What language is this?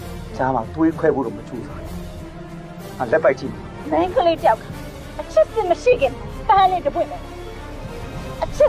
Burmese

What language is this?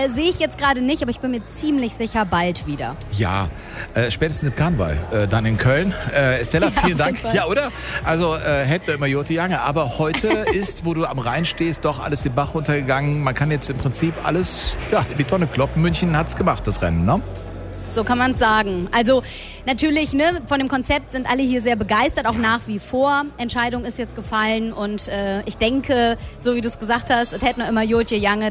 German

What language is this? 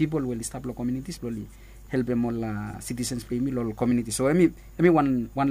Bislama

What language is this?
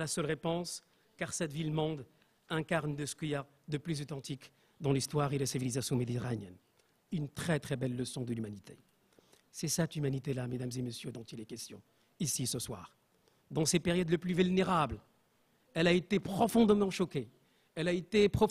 French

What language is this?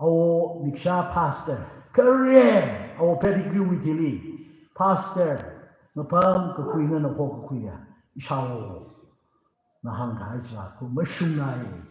Tangkhul Naga (India)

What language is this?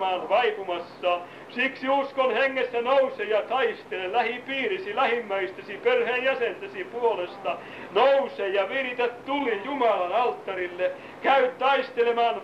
Finnish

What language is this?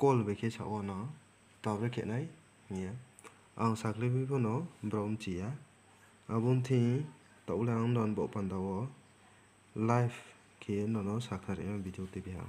Riang (India)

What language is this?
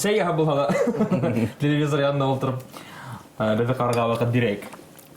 Bashkir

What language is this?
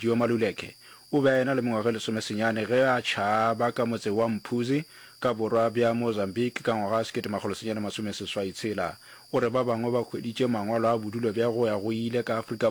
Northern Sotho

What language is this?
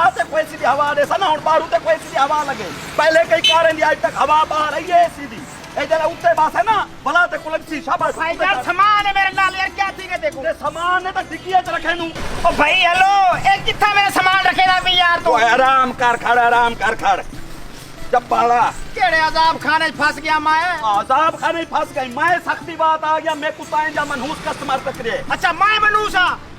Saraiki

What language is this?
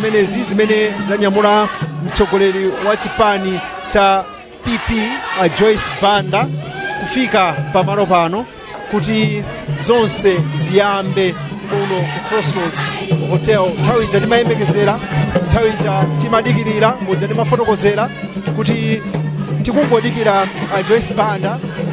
Nyanja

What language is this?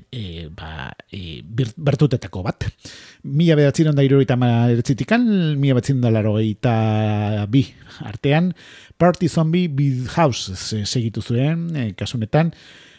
Basque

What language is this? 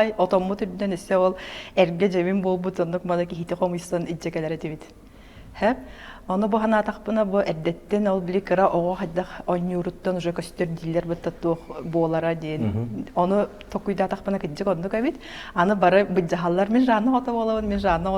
Yakut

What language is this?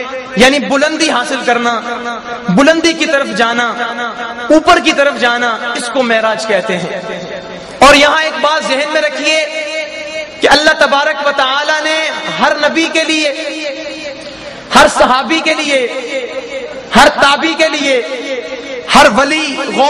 Urdu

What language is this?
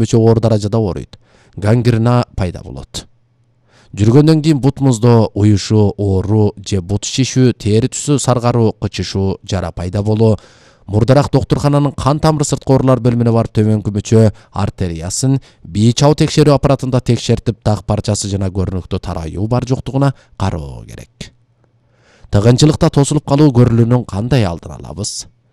Kyrgyz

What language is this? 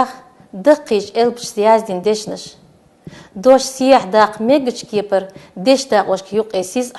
Chechen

